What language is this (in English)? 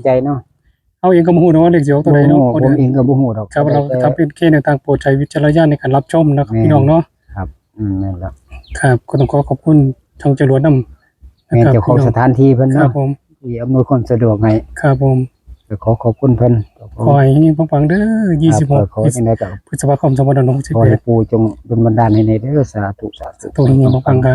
Northeastern Thai